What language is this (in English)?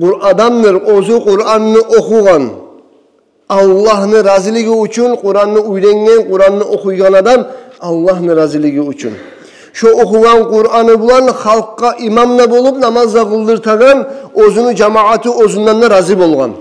Kumyk